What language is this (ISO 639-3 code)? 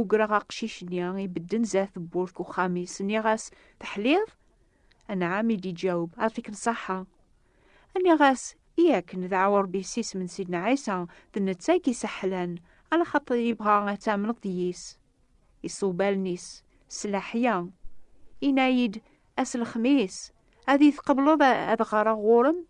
kab